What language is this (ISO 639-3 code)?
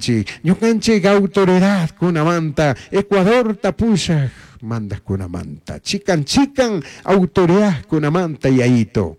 qug